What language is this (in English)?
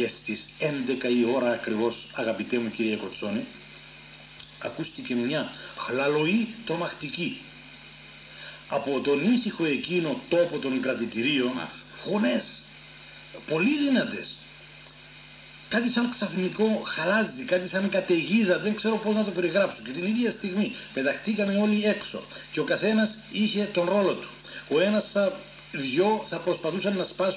Greek